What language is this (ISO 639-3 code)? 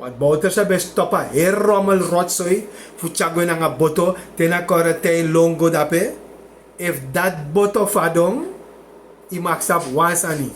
srn